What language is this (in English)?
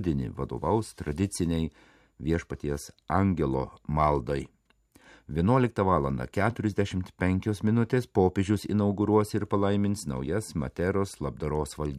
Lithuanian